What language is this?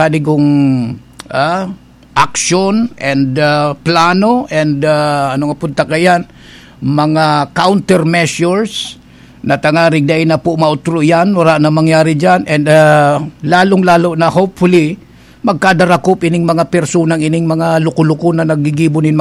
Bikol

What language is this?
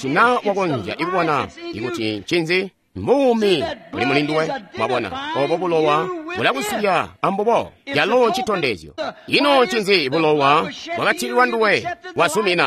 Tonga (Zambia)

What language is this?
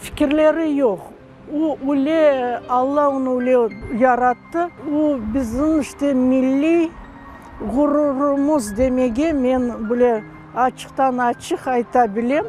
Crimean Tatar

